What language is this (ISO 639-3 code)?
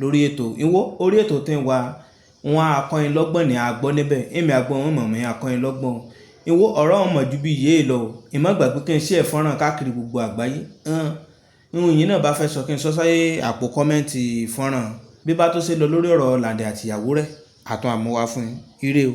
yor